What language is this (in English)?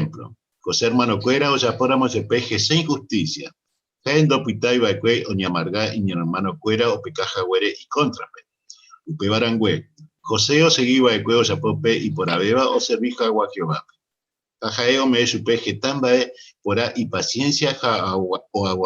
Guarani